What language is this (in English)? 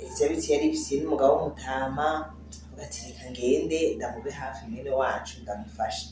Rundi